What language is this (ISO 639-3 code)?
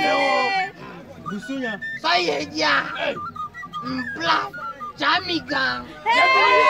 ewe